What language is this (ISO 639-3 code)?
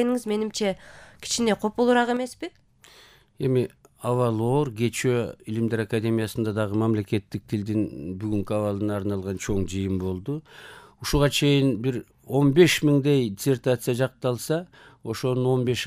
kir